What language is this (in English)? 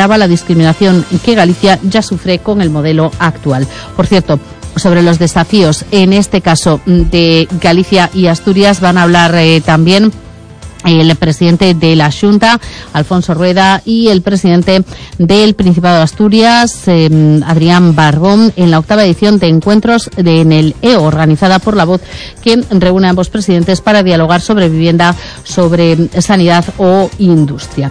Spanish